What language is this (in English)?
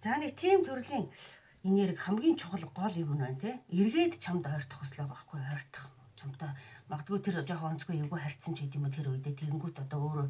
Mongolian